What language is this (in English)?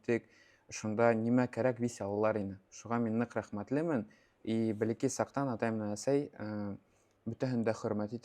Bashkir